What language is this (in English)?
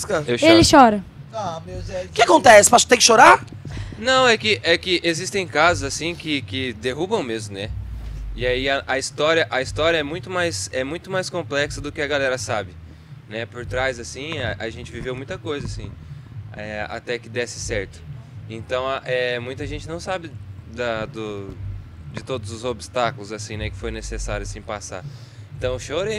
Portuguese